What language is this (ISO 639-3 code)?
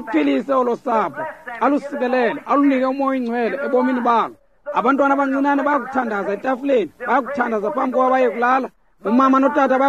xho